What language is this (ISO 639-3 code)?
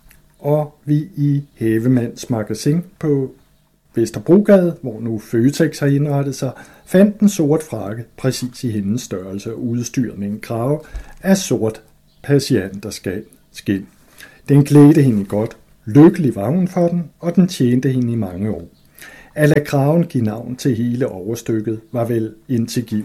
dan